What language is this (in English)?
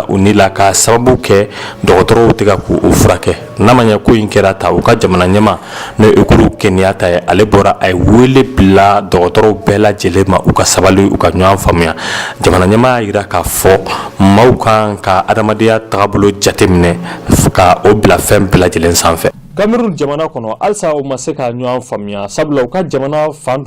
Bambara